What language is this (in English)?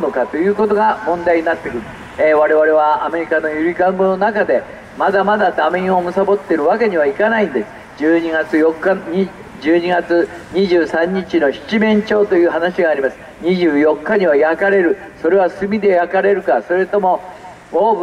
Japanese